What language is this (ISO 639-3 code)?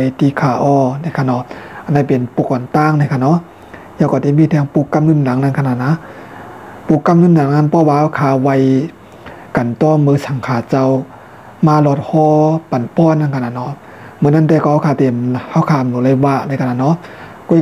shn